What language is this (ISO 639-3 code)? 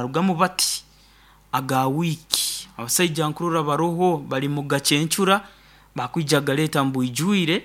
nyo